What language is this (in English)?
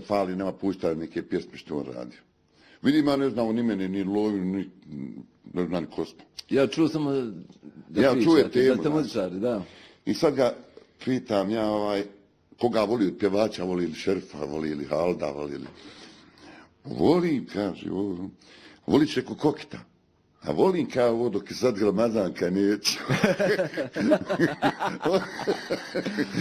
Bosnian